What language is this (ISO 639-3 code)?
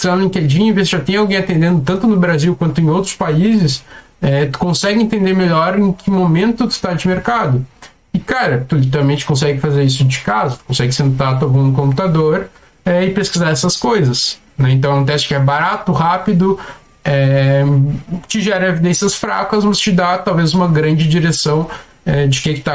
por